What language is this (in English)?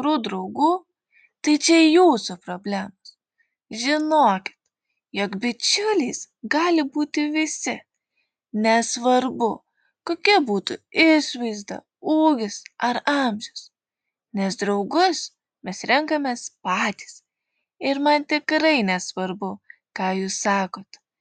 Lithuanian